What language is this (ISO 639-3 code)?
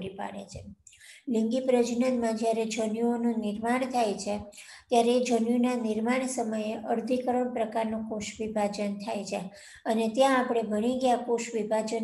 guj